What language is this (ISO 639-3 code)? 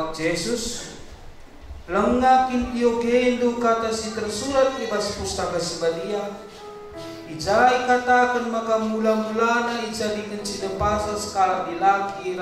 btx